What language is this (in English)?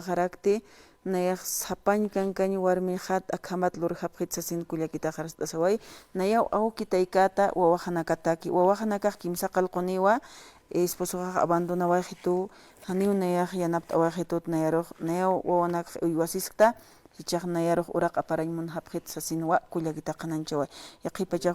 Aymara